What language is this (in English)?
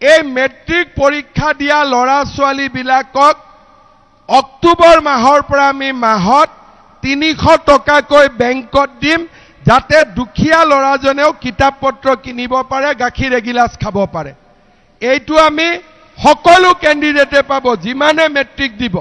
Assamese